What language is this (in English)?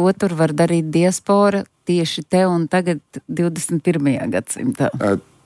Latvian